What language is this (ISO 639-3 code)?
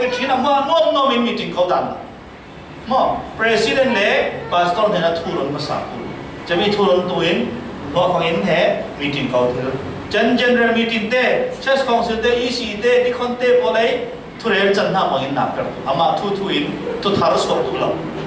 cfm